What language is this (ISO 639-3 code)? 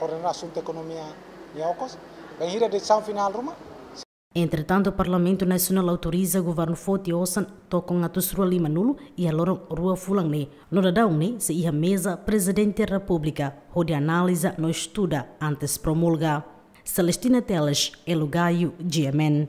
tet